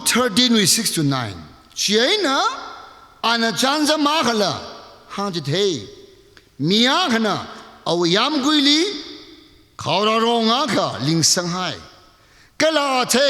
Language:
Tangkhul Naga (India)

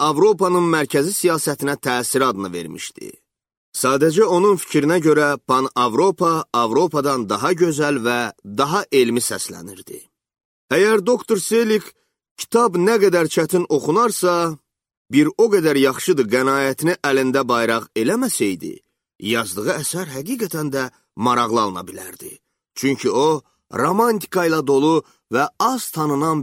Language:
Azerbaijani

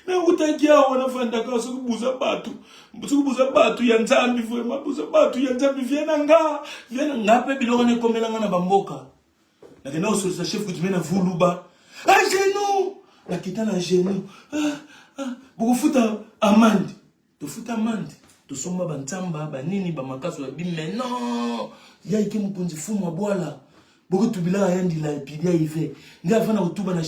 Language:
Lingala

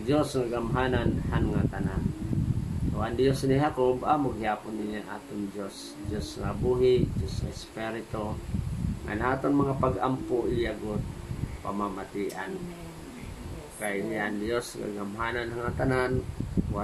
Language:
Waray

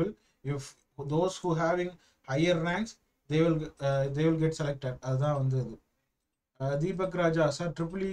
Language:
Tamil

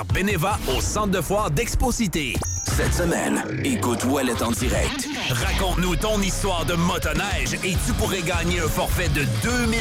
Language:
French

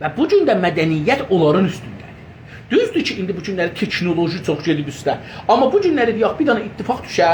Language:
South Azerbaijani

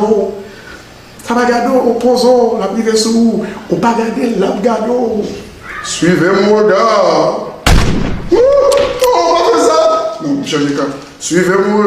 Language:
Haitian Creole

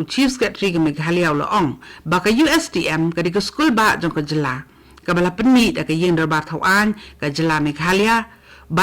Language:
Khasi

